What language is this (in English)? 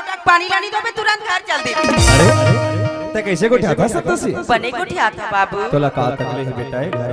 Chhattisgarhi